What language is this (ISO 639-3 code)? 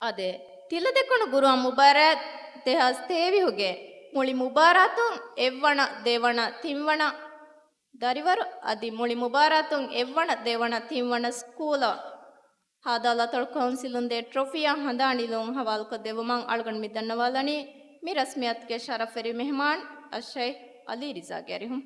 div